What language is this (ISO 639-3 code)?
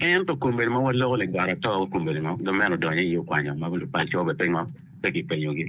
ach